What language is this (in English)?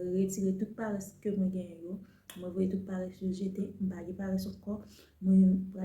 Haitian Creole